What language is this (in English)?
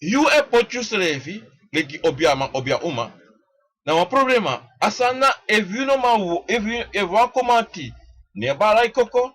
Sranan Tongo